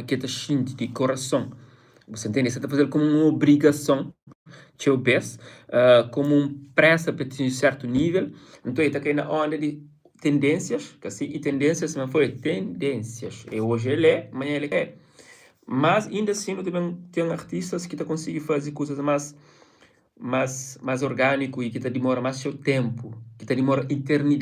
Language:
Kabuverdianu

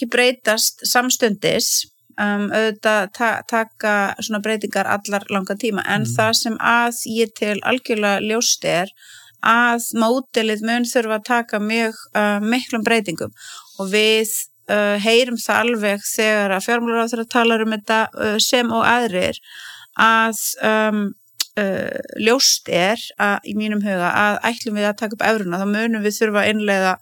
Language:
Icelandic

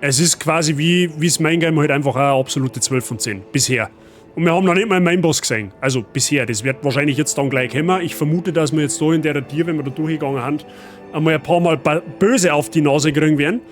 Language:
Bavarian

